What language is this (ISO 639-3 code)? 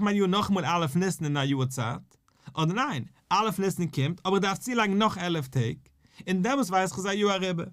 yid